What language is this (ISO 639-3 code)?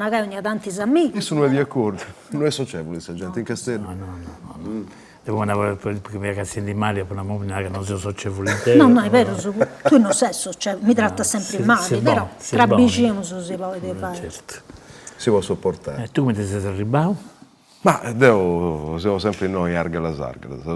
srd